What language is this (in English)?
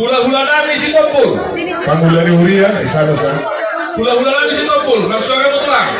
Batak Toba